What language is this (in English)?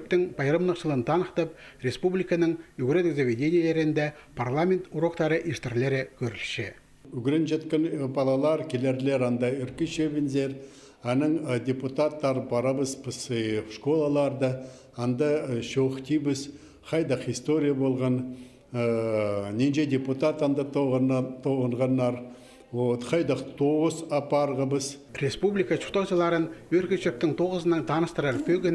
Khakas